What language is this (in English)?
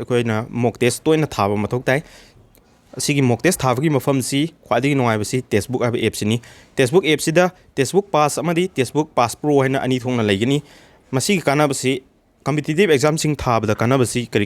Manipuri